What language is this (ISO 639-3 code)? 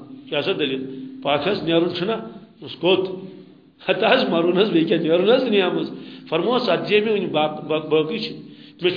kas